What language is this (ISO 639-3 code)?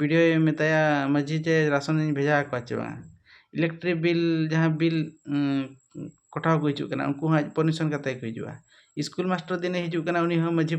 sat